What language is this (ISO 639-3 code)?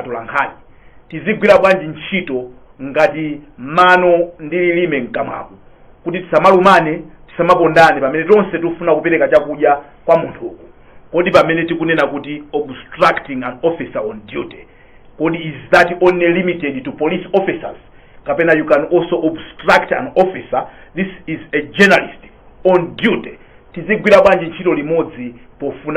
nya